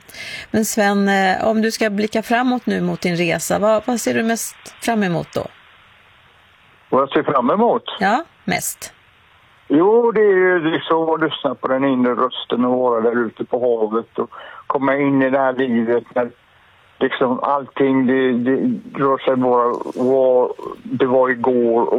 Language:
Swedish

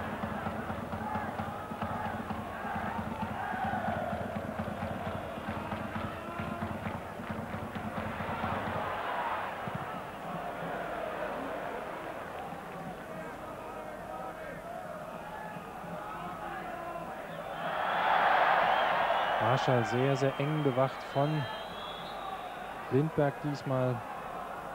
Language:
German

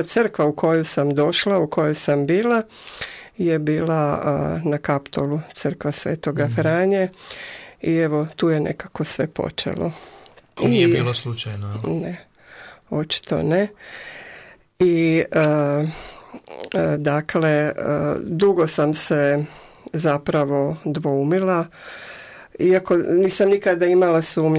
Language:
Croatian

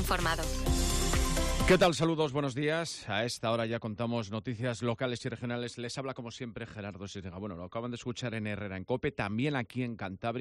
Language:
Spanish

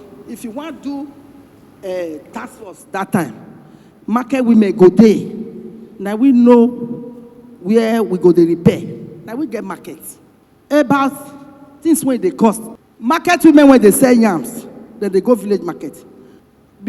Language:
Nigerian Pidgin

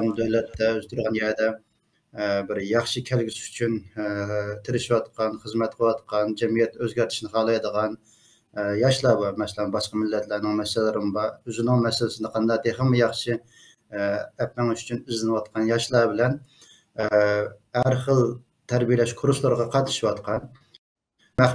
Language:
Uyghur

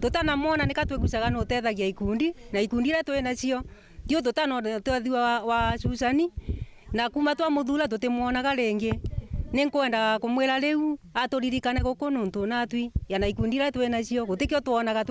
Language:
Meru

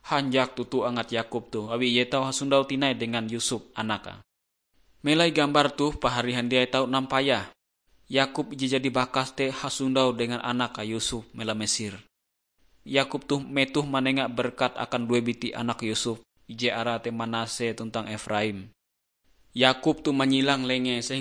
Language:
Ngaju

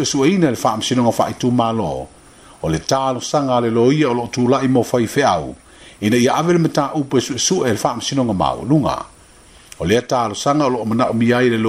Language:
Samoan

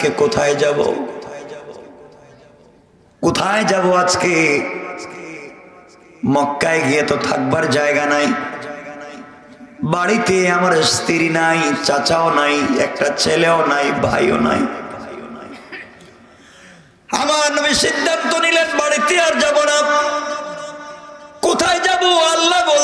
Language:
Bangla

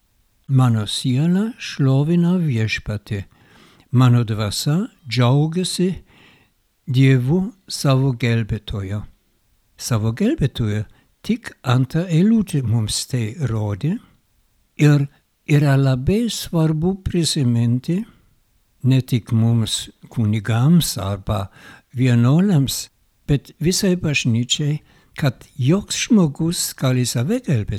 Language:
Lithuanian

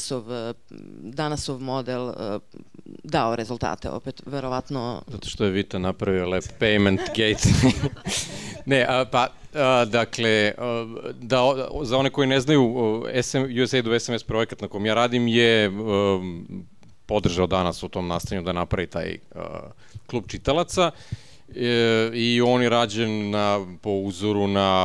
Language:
Serbian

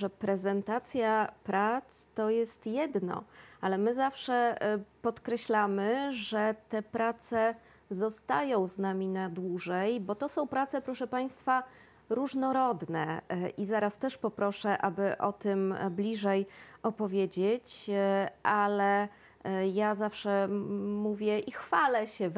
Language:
Polish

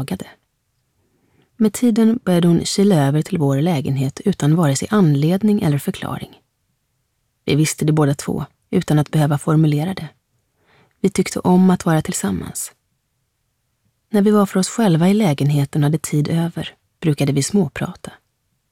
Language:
Swedish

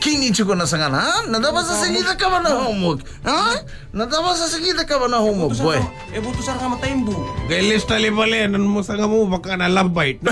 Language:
Fijian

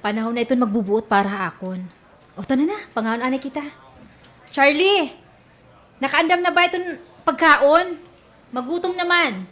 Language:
Waray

